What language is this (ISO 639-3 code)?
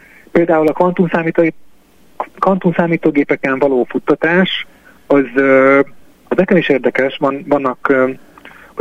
hun